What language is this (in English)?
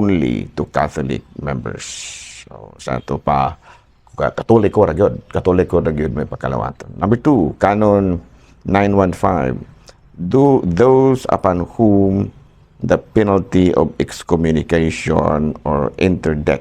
Cebuano